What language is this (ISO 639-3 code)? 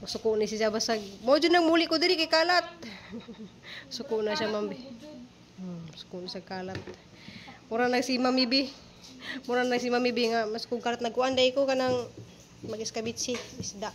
ceb